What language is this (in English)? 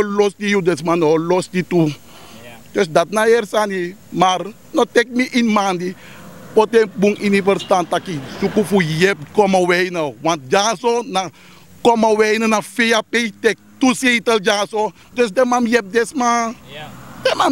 Sranan Tongo